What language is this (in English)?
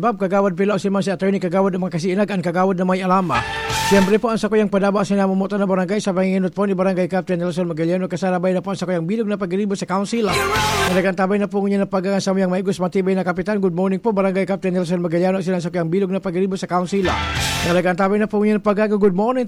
Bikol